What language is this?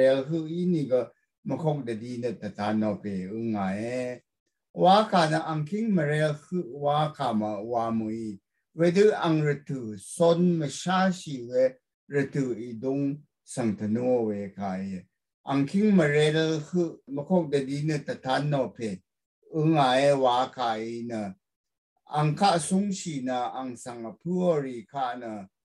Rawang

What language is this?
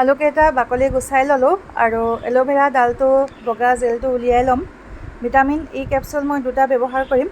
Assamese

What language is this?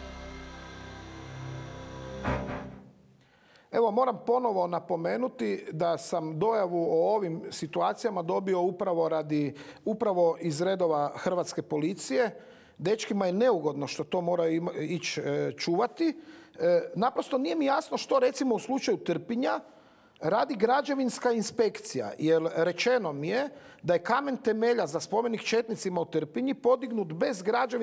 Croatian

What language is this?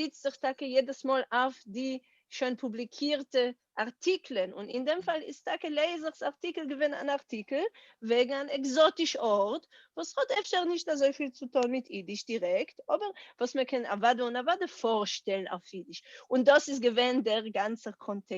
Yiddish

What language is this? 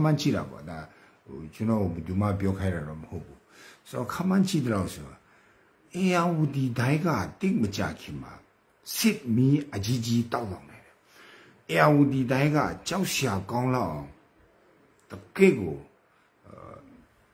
Burmese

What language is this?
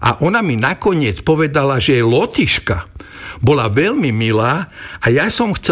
Slovak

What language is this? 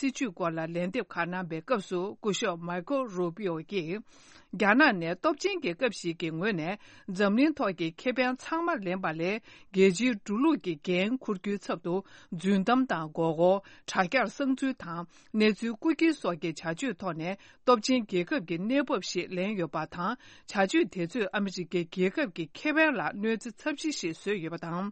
Tibetan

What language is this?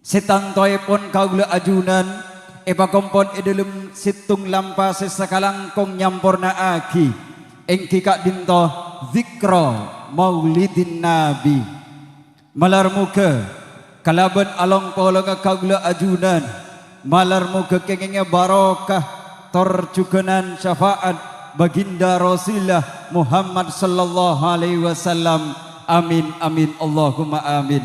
Madurese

